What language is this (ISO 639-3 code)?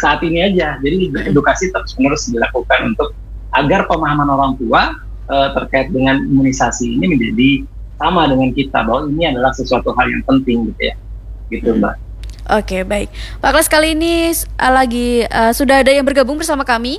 ind